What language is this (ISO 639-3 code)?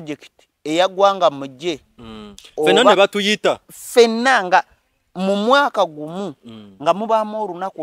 lug